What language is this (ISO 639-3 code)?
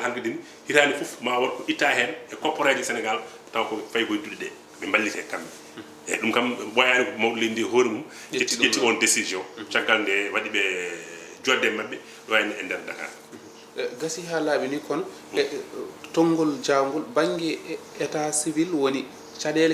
ful